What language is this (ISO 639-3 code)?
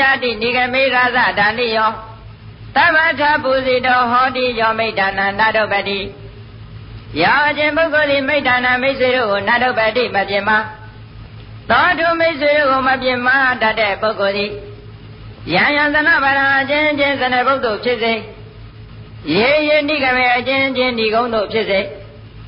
mya